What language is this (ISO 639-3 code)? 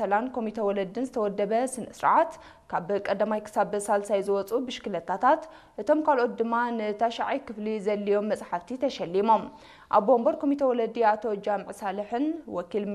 tir